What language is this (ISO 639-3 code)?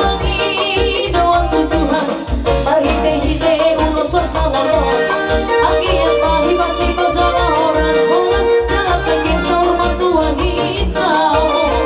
bbc